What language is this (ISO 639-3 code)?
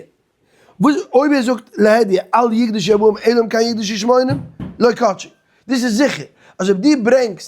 yid